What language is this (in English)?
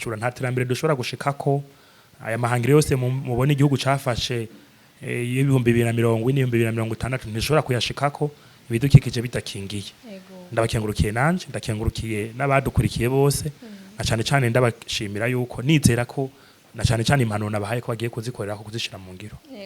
Rundi